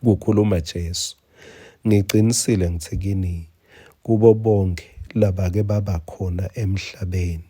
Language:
Swati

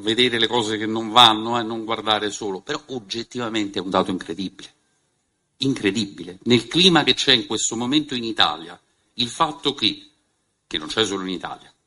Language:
Italian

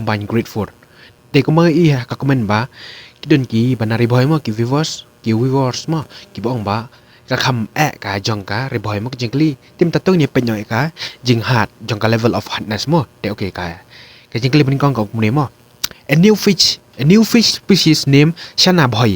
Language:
Khasi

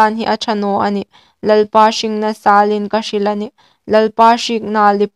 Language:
Hmar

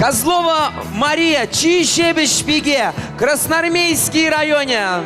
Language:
Chuvash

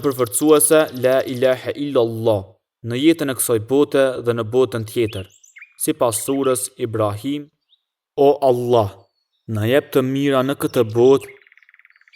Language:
Albanian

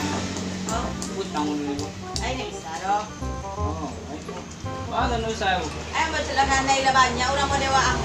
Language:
Minangkabau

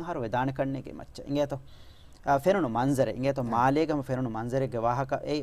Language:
Divehi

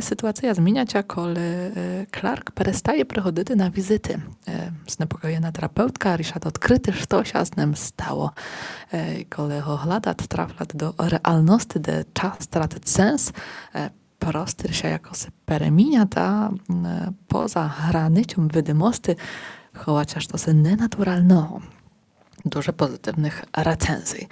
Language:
Rusyn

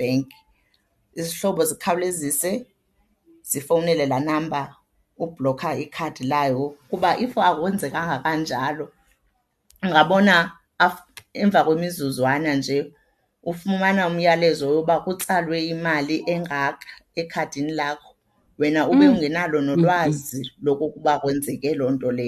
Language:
Xhosa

